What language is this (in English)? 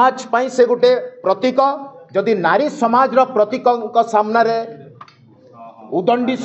Odia